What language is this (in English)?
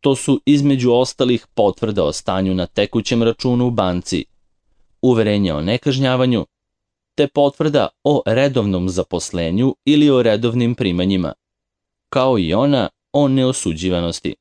Serbian